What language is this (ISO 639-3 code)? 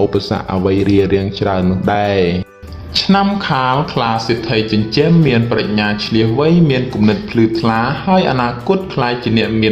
khm